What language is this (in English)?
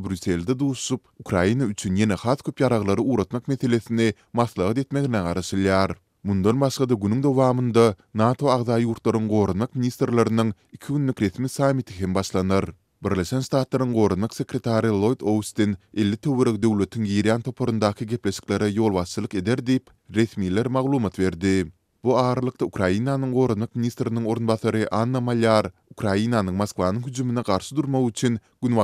Turkmen